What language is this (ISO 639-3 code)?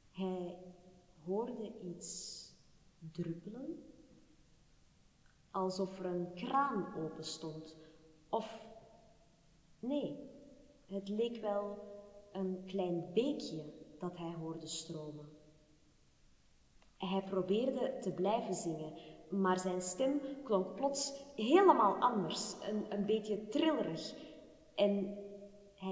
nld